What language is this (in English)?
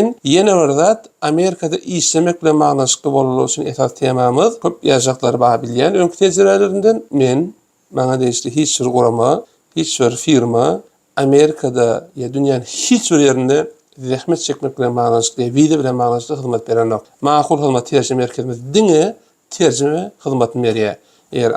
Turkmen